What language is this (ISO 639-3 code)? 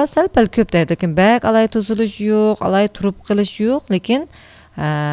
uig